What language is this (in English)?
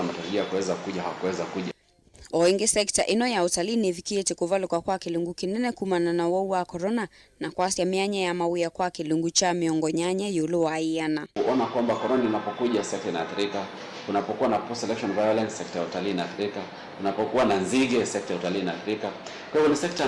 Kamba